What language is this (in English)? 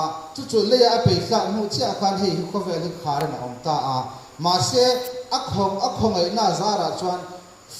Mizo